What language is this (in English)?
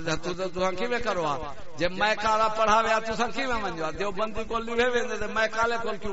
Saraiki